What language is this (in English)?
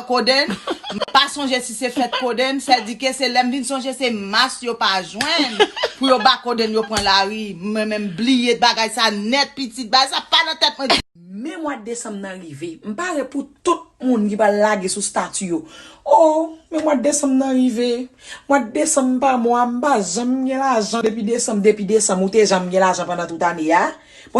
Haitian Creole